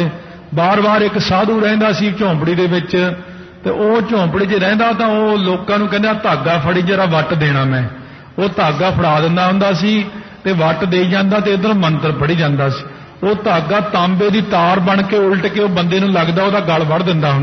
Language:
Punjabi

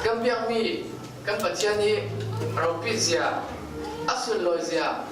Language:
Falam Chin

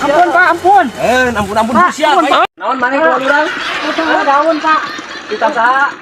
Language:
Sundanese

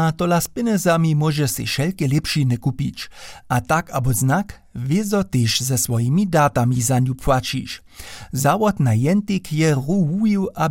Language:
Upper Sorbian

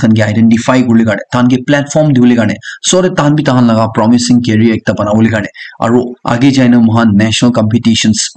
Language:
Naga Pidgin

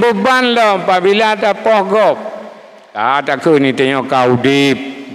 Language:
Achinese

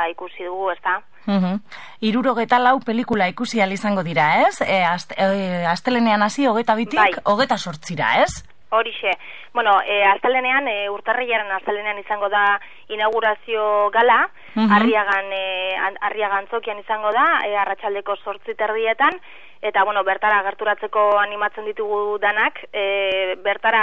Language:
Basque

